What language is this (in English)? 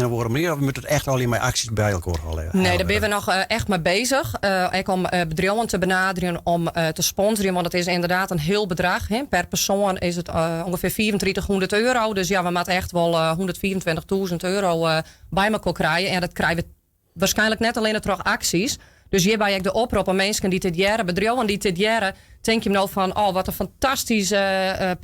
Western Frisian